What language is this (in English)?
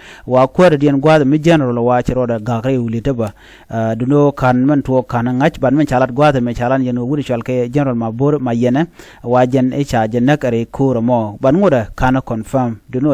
Nuer